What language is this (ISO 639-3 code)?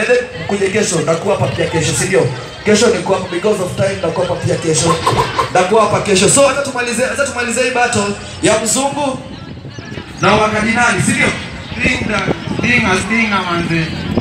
swa